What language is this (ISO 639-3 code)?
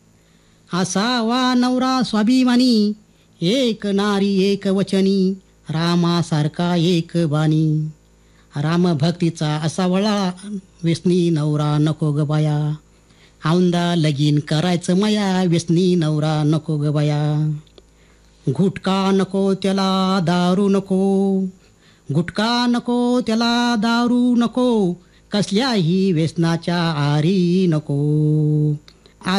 mar